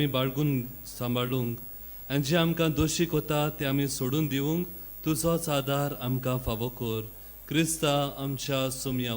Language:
Konkani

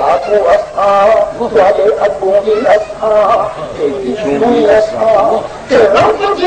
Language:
Saraiki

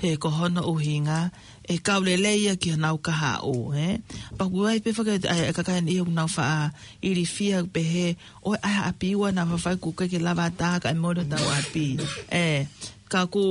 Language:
Tongan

